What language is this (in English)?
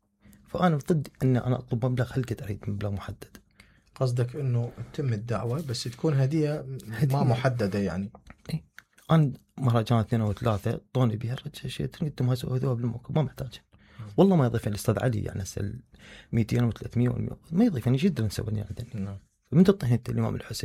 Mesopotamian Arabic